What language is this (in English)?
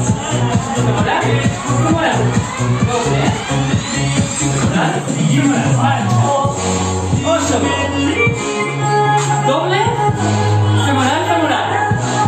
Basque